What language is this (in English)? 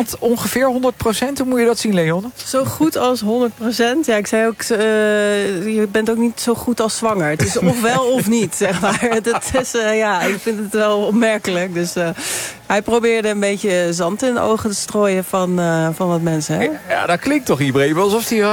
Dutch